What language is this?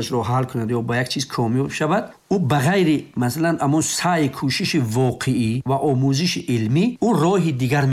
Persian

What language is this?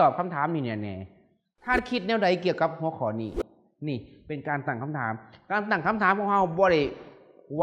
Lao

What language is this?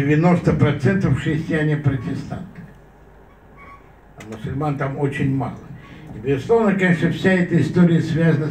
Russian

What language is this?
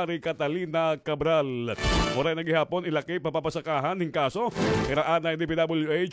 Waray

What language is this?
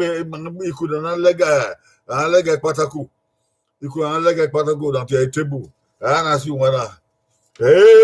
Bini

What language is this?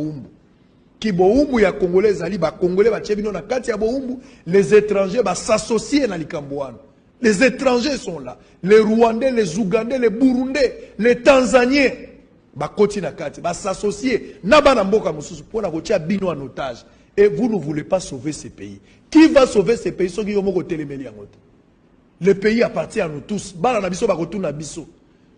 Lingala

